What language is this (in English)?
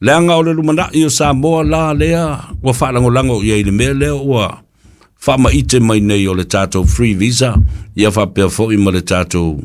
Samoan